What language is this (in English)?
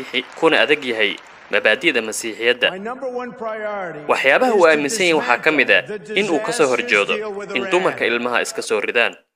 Somali